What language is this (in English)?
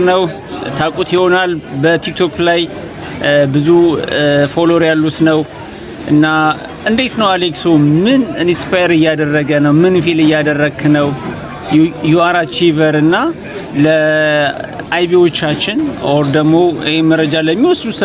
Amharic